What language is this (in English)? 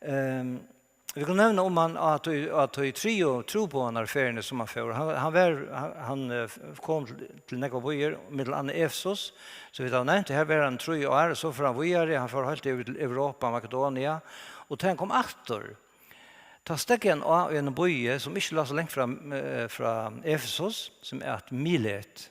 Faroese